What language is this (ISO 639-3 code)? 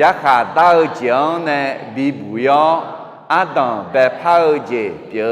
ahk